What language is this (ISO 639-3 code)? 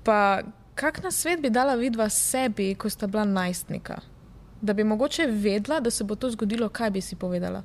slv